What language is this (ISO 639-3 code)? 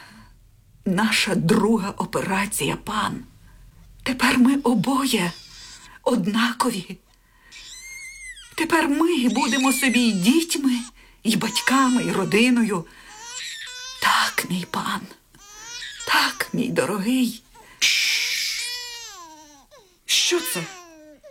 ukr